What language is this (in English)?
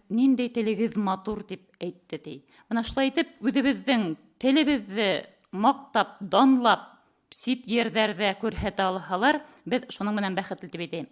Bashkir